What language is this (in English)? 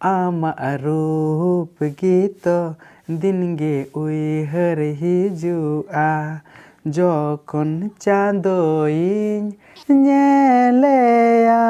Santali